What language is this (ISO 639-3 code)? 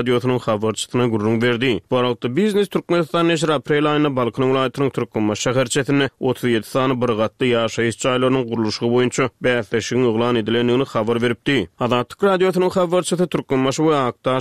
tuk